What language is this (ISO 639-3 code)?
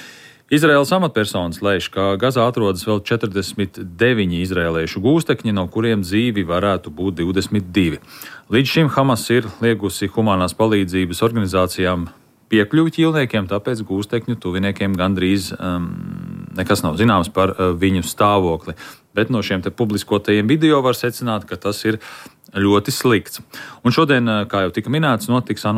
lav